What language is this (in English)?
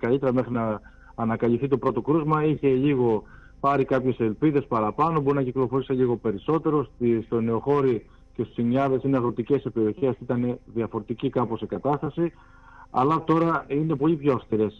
Greek